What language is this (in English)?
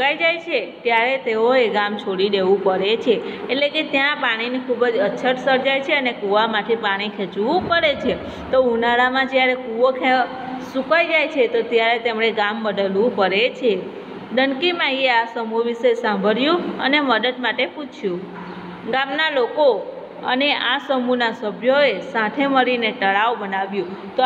Gujarati